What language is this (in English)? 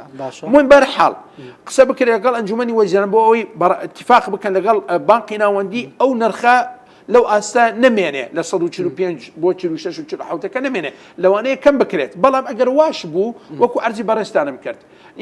Central Kurdish